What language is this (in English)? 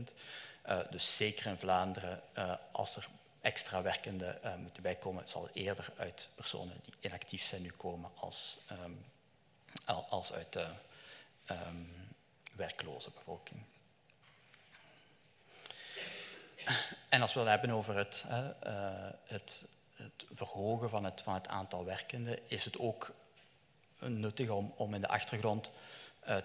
Dutch